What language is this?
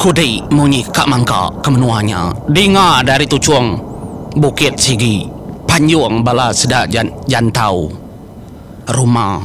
Iban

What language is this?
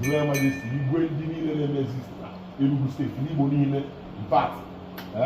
Igbo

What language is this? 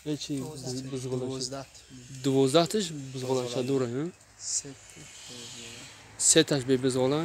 Tajik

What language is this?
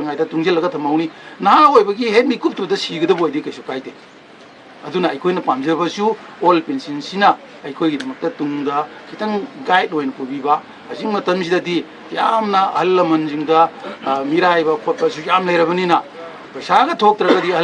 Manipuri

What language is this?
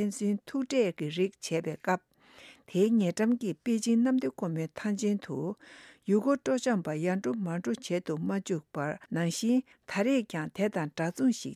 Tibetan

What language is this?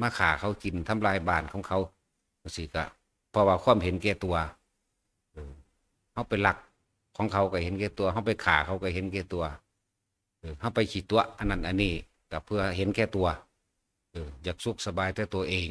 Northeastern Thai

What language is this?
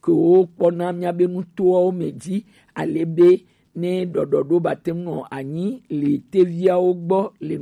Gen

